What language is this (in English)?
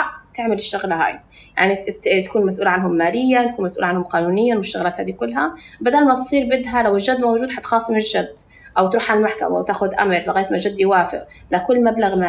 North Levantine Arabic